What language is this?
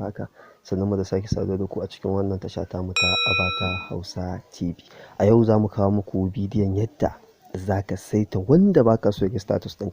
Hausa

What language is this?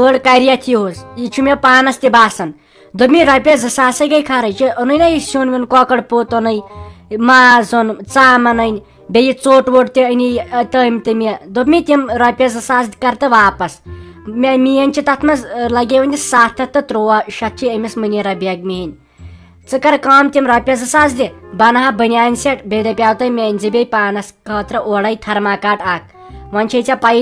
Kashmiri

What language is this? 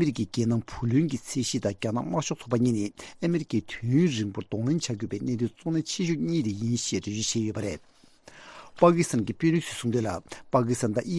Tibetan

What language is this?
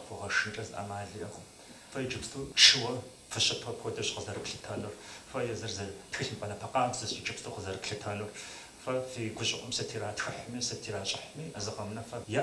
Kabardian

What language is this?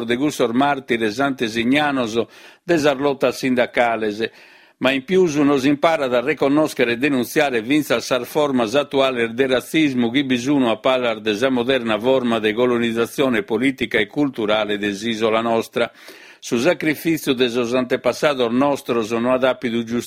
Sardinian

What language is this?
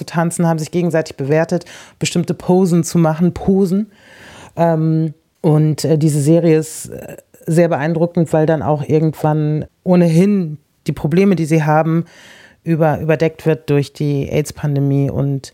German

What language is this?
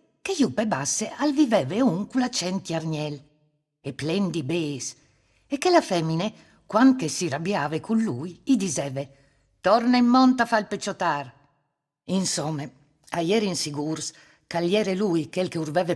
Friulian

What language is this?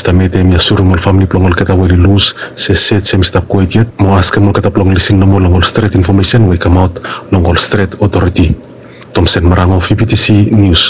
Bislama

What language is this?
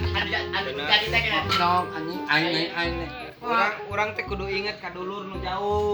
Sundanese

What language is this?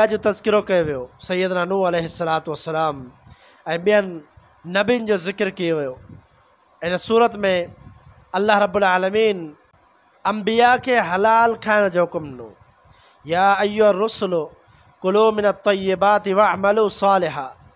Sindhi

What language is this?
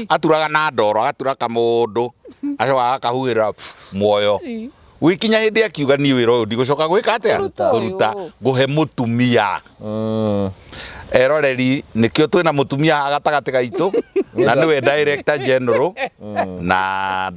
Kikuyu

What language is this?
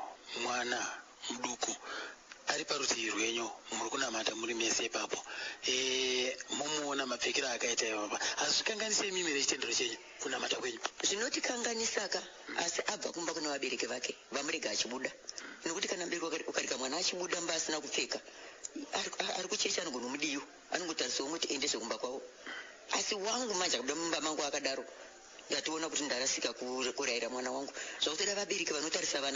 Shona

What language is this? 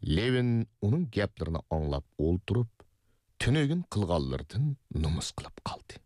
Uyghur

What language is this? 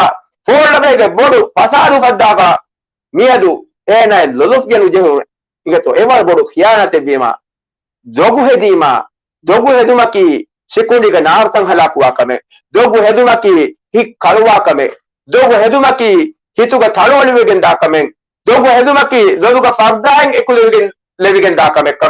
Divehi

